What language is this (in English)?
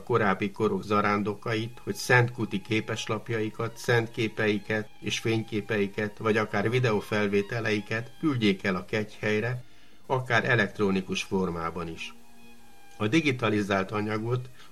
Hungarian